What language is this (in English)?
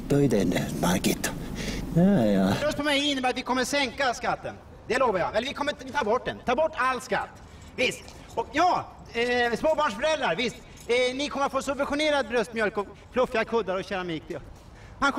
Swedish